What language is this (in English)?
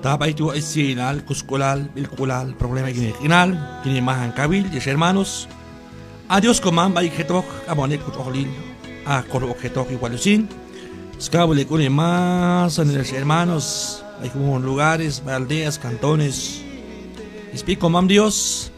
Q'anjob'al